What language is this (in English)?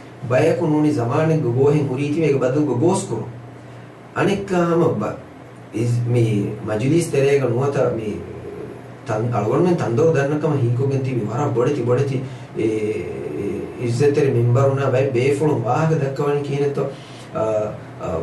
Divehi